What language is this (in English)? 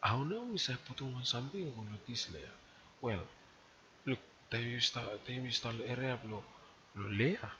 Bislama